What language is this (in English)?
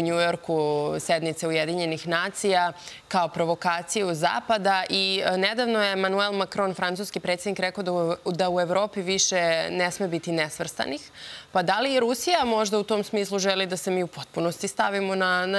Serbian